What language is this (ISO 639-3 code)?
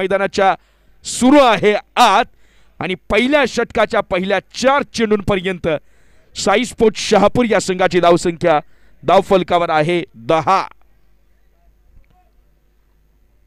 mar